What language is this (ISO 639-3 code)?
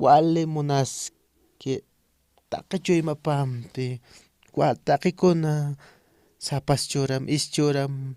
aym